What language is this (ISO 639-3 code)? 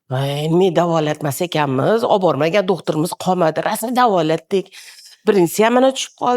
uzb